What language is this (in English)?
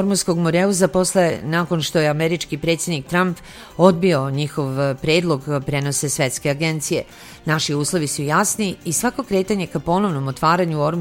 Serbian